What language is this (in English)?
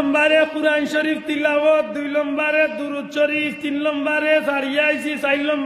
Sylheti